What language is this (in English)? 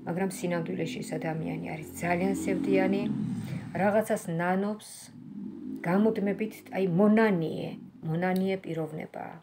Georgian